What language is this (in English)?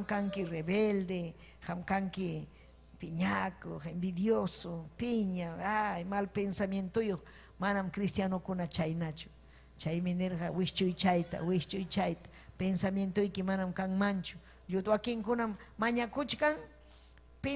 Ayacucho Quechua